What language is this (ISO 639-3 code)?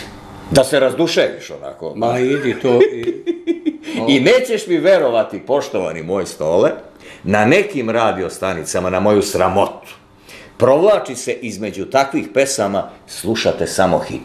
srp